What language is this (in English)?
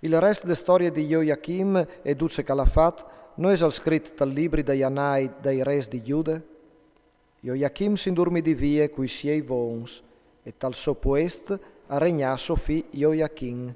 Friulian